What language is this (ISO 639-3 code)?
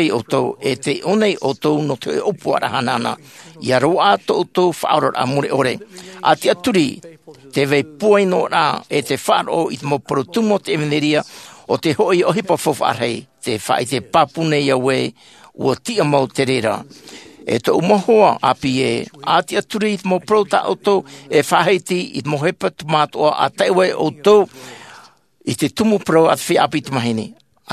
tah